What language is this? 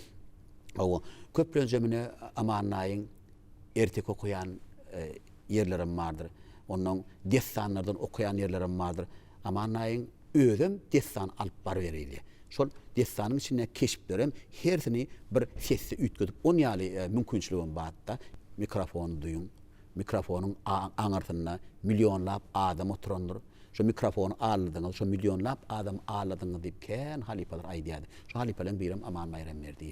Turkmen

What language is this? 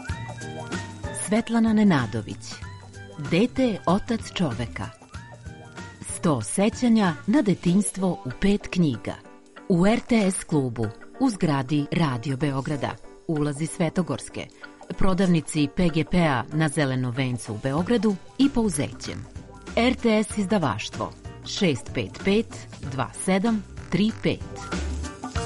Serbian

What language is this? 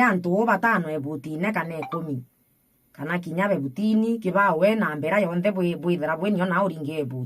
Meru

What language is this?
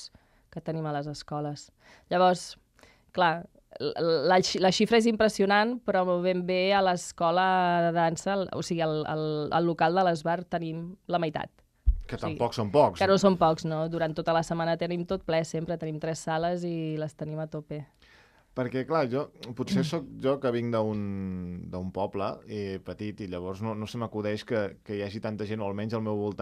Catalan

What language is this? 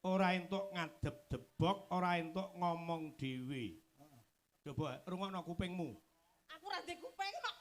Javanese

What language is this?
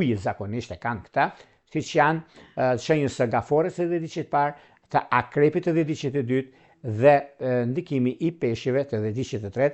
Albanian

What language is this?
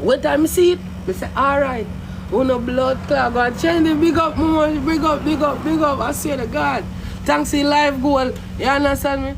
Jamaican Creole English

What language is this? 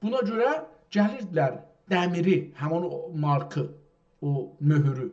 South Azerbaijani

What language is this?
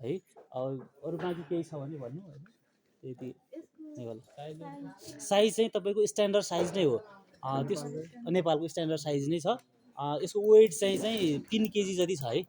Nepali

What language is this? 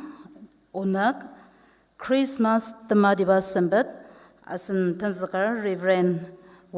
Ao Naga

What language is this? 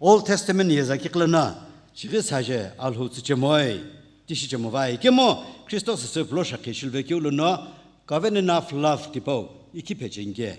Sumi Naga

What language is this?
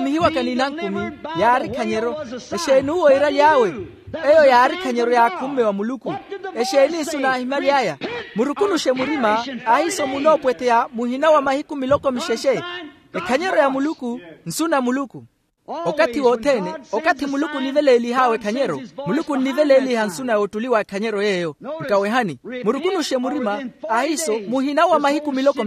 Makhuwa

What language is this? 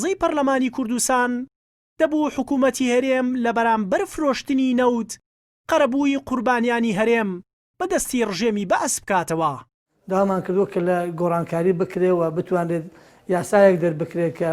Central Kurdish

